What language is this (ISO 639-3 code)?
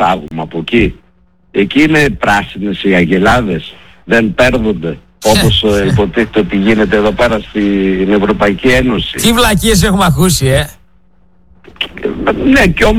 ell